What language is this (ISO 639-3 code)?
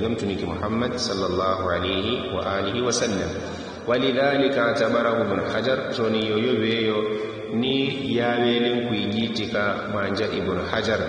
yao